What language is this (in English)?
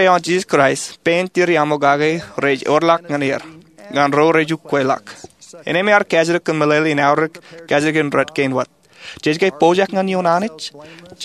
Marshallese